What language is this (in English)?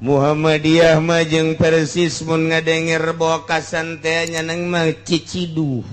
Sundanese